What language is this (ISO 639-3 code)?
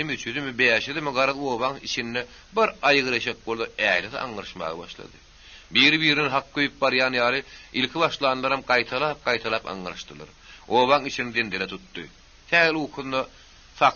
tuk